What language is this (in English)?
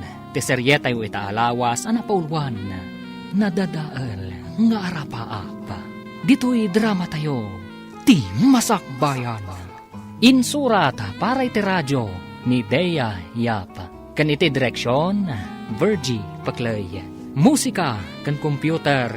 Iloko